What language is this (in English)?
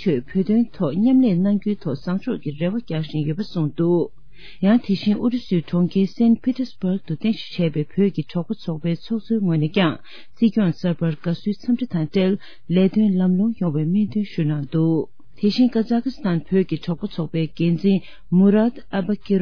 Tibetan